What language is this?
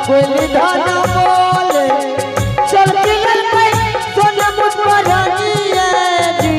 Angika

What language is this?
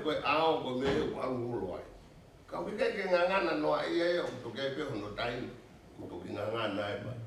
Tongan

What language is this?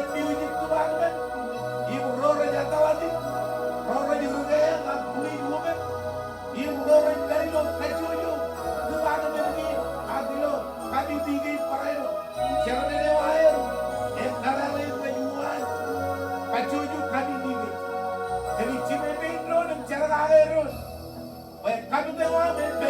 Marshallese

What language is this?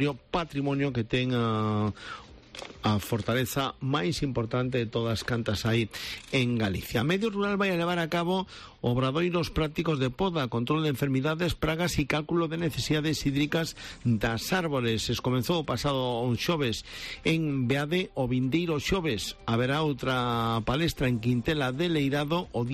Galician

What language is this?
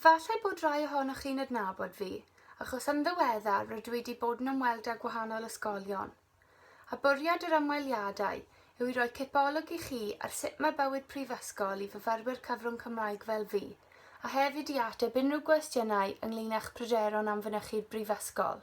Welsh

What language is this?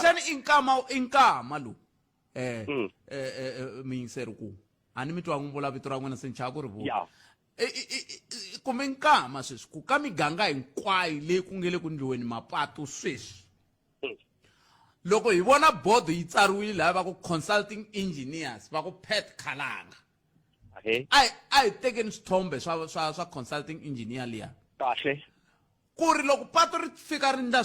Tsonga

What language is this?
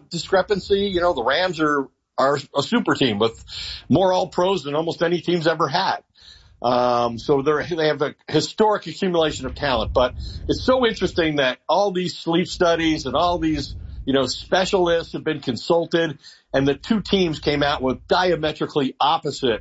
English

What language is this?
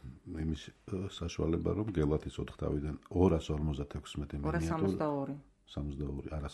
Georgian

